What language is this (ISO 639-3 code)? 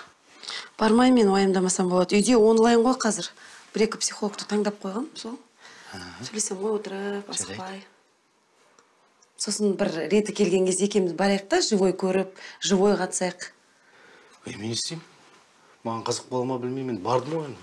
kaz